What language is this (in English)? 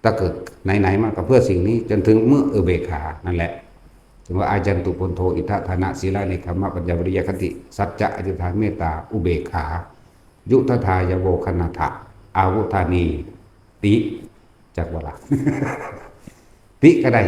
Northeastern Thai